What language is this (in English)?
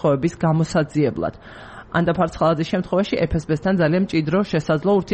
Georgian